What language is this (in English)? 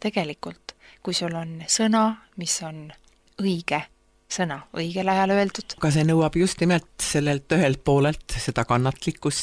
Estonian